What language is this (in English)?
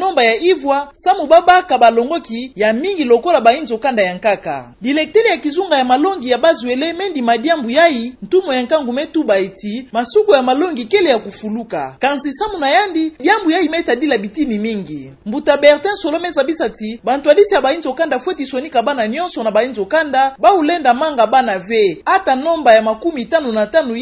Kituba (Democratic Republic of Congo)